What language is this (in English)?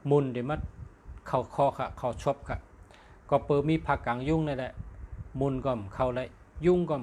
Shan